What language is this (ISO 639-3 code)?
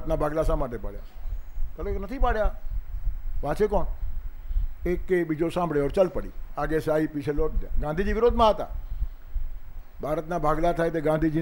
guj